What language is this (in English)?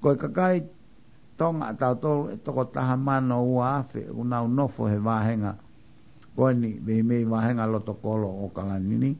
Tongan